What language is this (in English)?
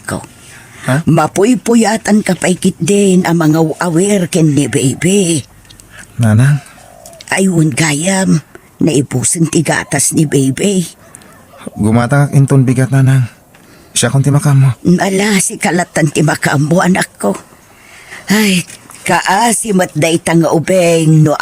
Iloko